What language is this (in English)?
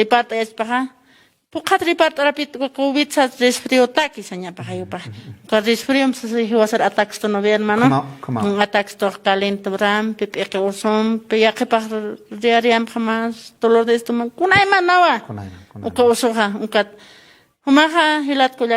Aymara